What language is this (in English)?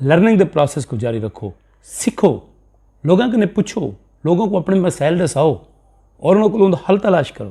Saraiki